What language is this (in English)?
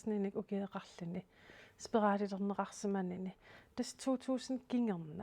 Kalaallisut